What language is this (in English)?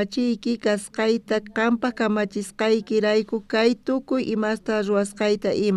South Bolivian Quechua